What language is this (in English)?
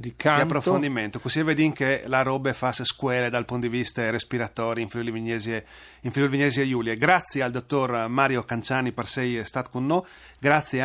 Friulian